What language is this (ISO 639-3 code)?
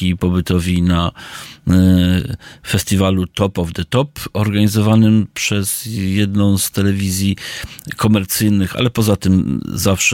pol